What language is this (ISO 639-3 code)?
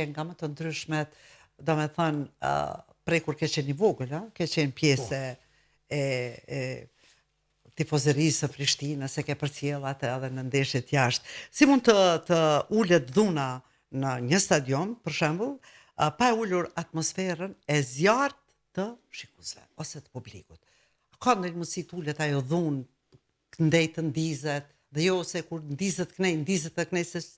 sqi